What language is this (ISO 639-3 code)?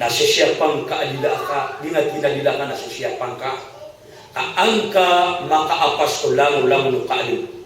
mrw